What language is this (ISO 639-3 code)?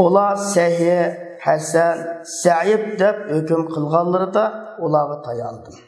uig